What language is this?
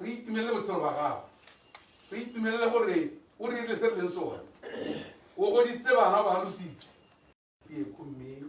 Tswana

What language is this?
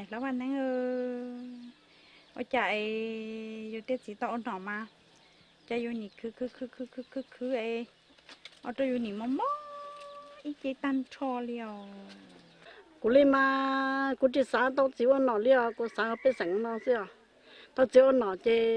Hmong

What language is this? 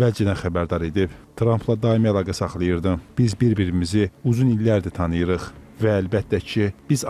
Azerbaijani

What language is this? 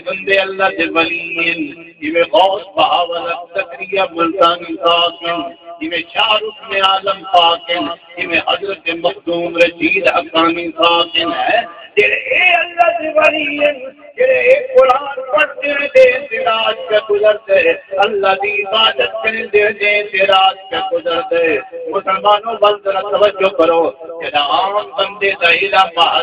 Saraiki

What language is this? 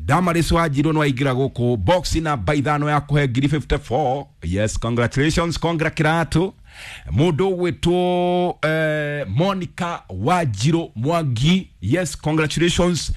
Kikuyu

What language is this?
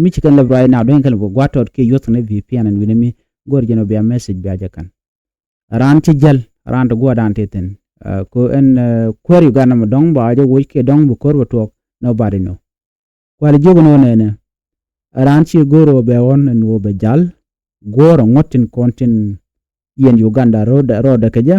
Nuer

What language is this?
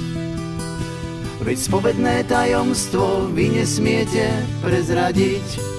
Slovak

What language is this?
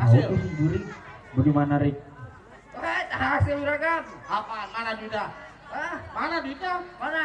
Betawi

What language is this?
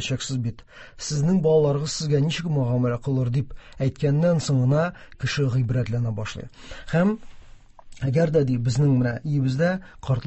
Tatar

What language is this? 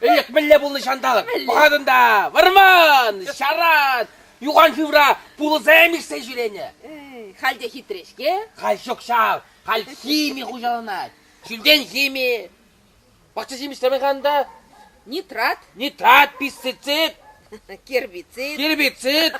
Chuvash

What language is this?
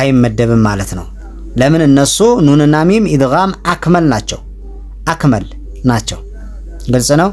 Amharic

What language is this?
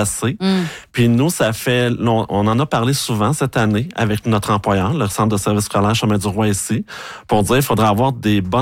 French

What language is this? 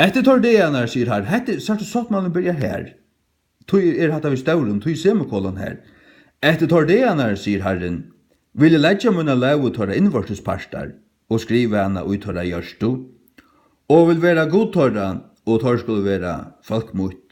Faroese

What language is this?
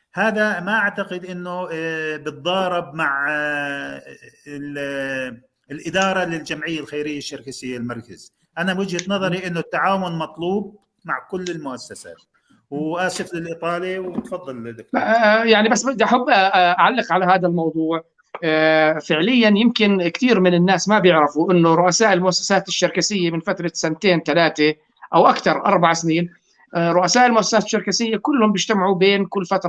North Levantine Arabic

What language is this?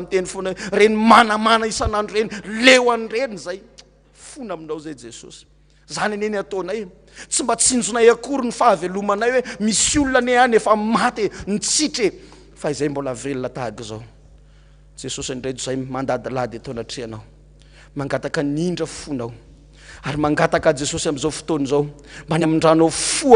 Malagasy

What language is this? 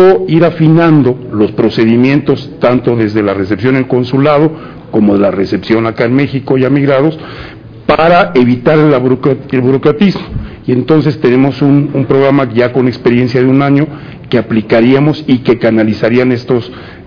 Spanish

